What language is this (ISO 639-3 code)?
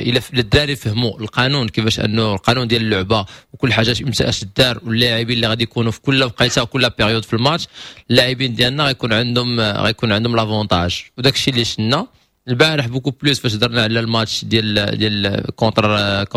ary